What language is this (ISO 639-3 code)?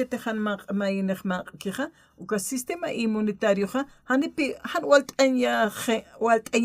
aym